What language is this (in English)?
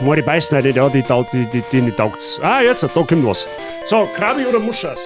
Bavarian